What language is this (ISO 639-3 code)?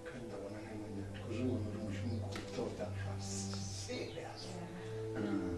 ven